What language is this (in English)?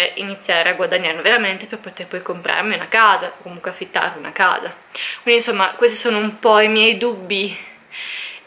Italian